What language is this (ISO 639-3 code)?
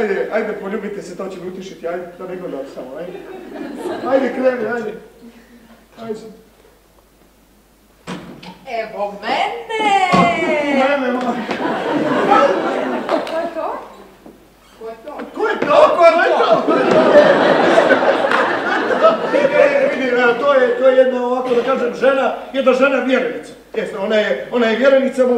srp